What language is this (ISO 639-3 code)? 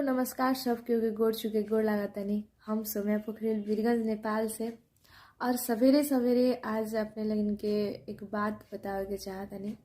bho